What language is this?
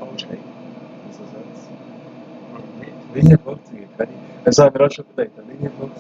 Swiss German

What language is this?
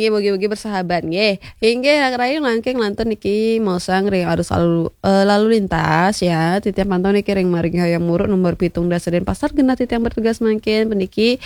Balinese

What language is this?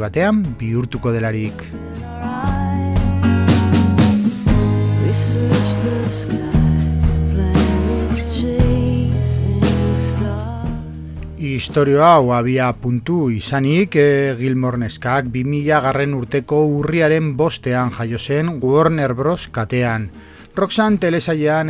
Basque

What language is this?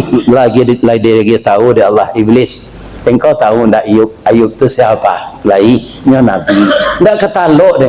Minangkabau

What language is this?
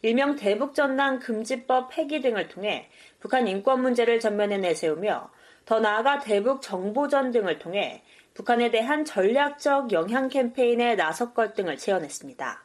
Korean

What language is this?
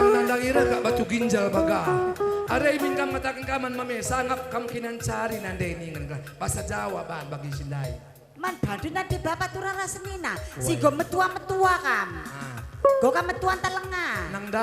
Batak Karo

